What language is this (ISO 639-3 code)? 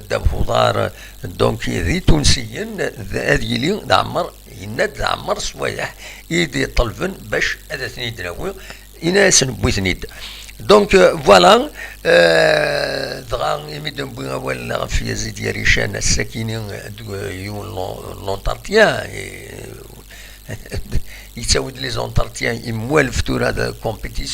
kab